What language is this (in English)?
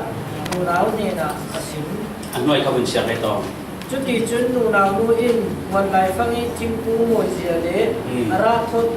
Falam Chin